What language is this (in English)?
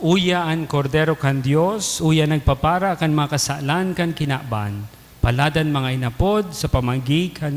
Bikol